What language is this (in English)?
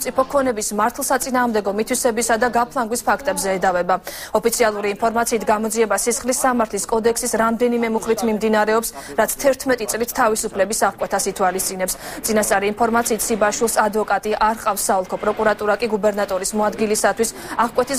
Georgian